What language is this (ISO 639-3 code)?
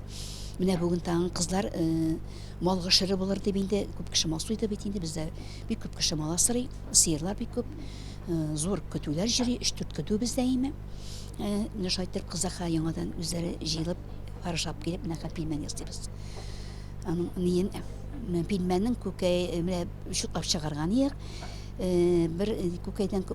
tat